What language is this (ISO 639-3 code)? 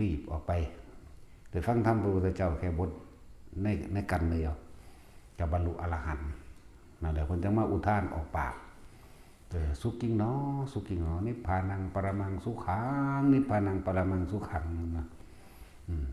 tts